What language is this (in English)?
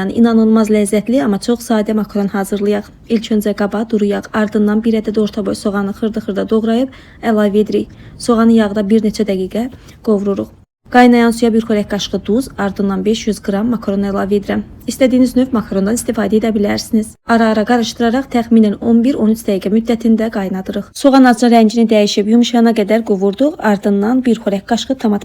Azerbaijani